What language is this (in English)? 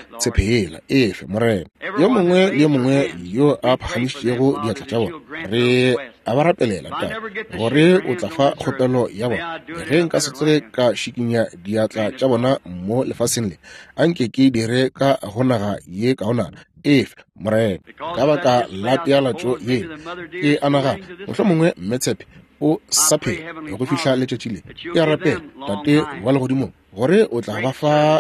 Northern Sotho